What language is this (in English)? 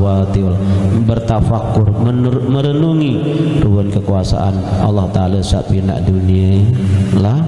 Sasak